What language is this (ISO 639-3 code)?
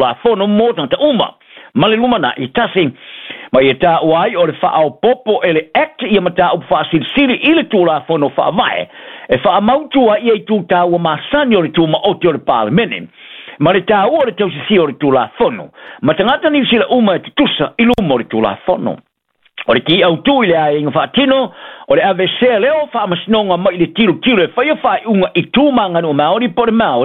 smo